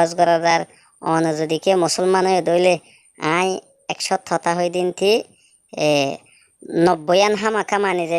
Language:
Rohingya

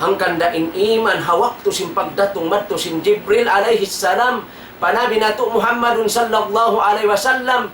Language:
Tausug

